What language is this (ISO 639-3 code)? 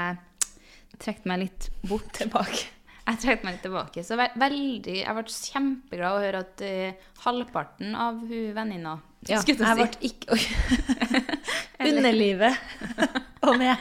nor